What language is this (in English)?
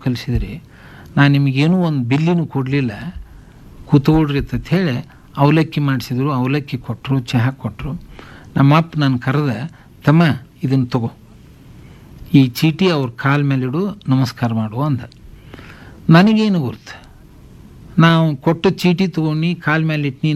Kannada